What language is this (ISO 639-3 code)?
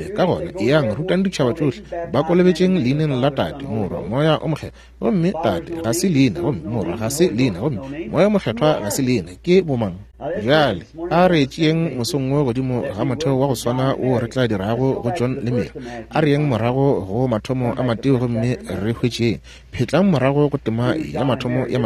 nso